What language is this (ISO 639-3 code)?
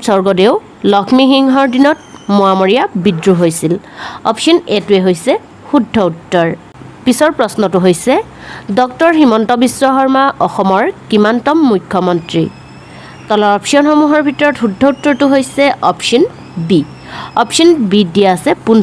asm